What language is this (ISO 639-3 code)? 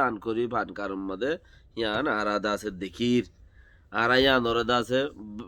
rhg